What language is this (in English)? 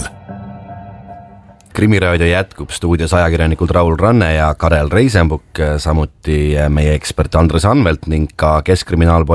Estonian